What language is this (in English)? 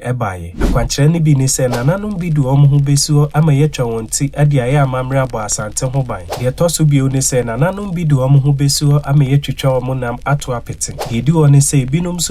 Akan